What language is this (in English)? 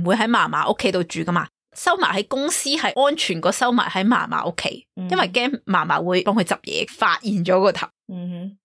Cantonese